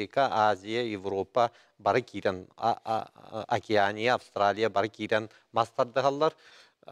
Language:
Yakut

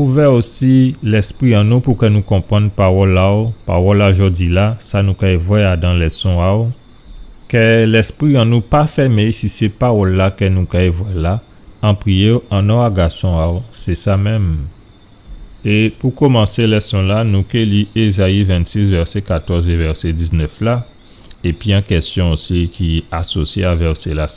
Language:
Guadeloupean Creole French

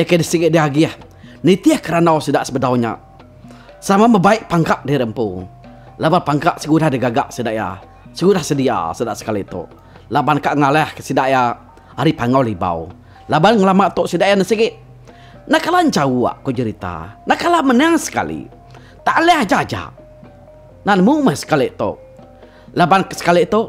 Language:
Iban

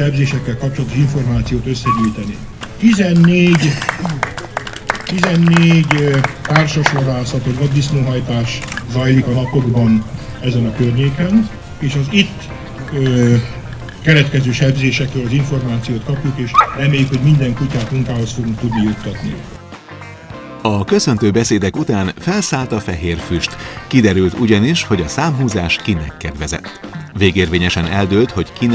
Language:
Hungarian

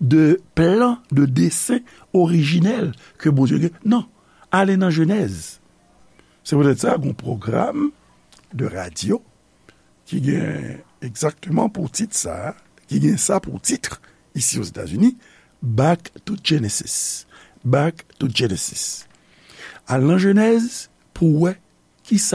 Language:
Haitian Creole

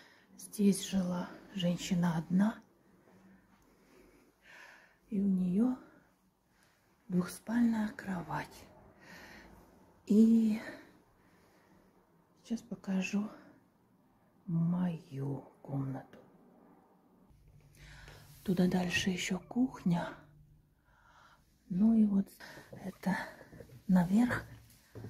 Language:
Russian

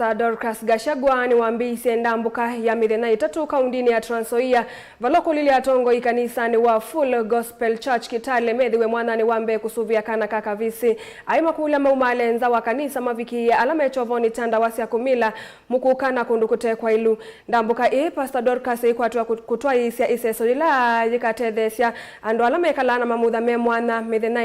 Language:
Kamba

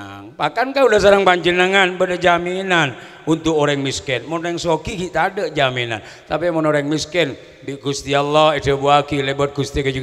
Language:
Madurese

